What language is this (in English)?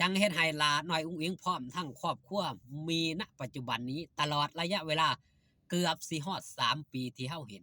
Lao